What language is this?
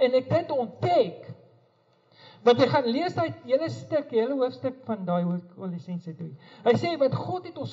Afrikaans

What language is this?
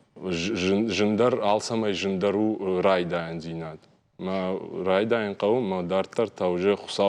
Ossetic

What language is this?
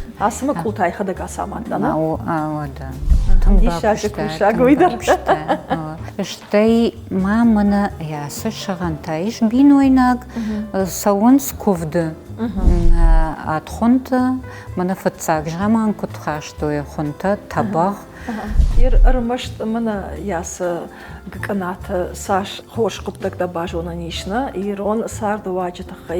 Ossetic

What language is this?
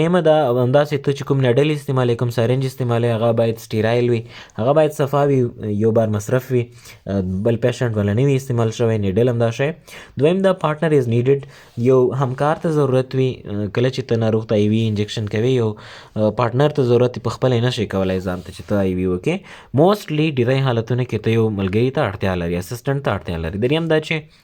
Pashto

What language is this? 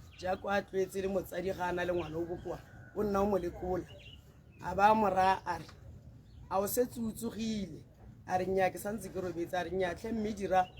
Tswana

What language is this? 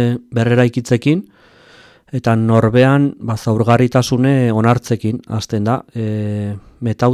Basque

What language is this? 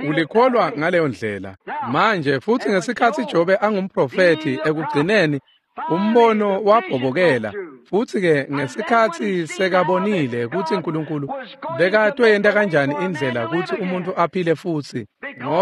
Swati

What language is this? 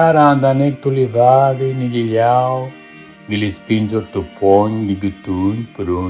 Aromanian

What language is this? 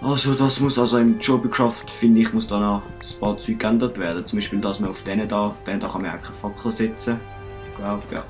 Swiss German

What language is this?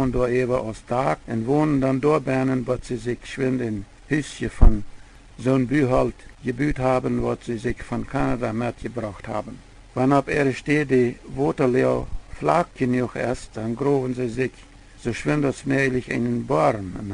Plautdietsch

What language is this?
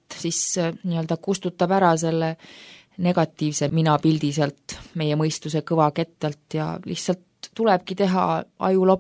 Estonian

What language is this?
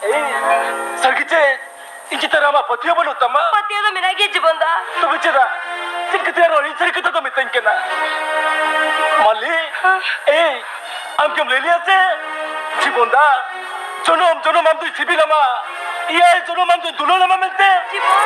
Santali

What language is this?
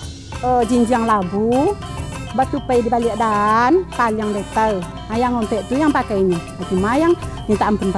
Minangkabau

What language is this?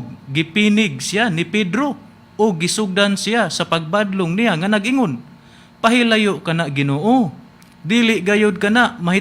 Cebuano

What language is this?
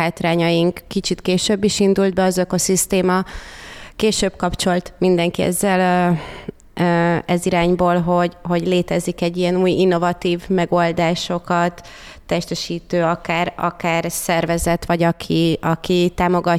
Hungarian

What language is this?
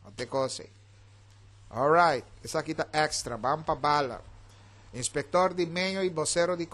Papiamento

